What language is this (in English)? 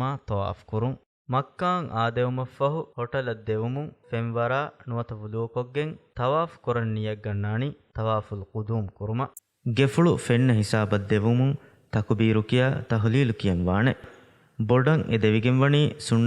Divehi